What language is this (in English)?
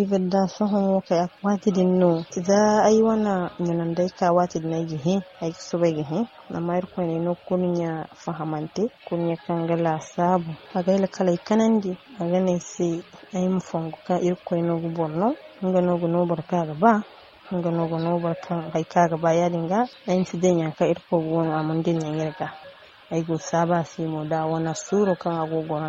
Zarma